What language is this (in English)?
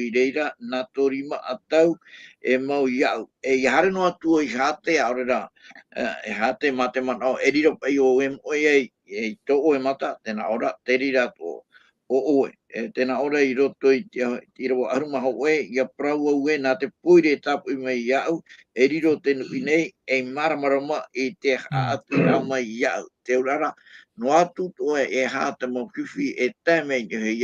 Tahitian